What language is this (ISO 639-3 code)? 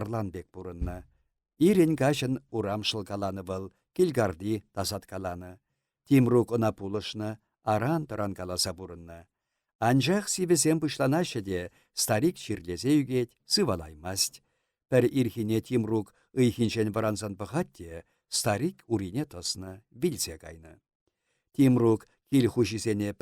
chv